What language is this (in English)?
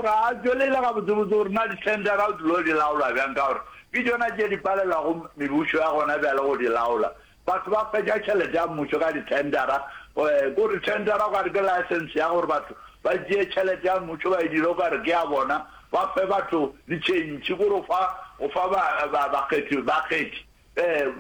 Northern Sotho